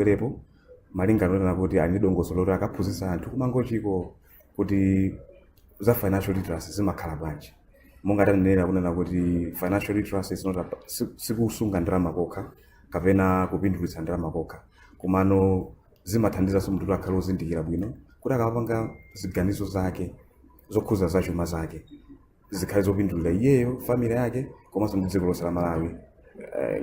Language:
Nyanja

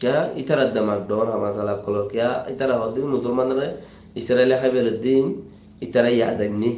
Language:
Rohingya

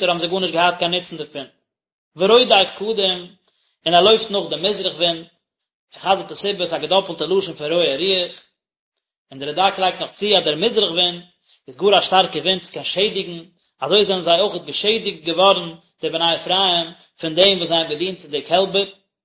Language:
Yiddish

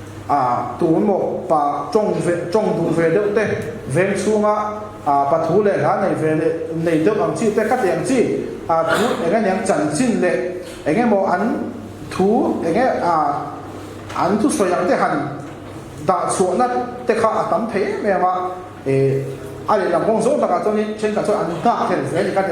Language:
Mizo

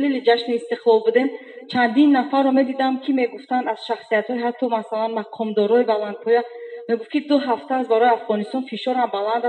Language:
Persian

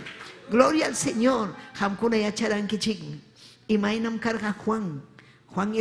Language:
Ayacucho Quechua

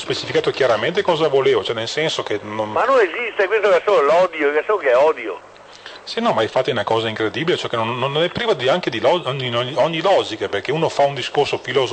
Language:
Italian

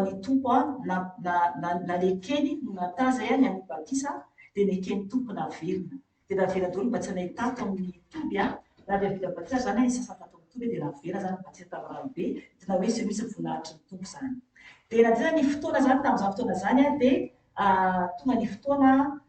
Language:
Malagasy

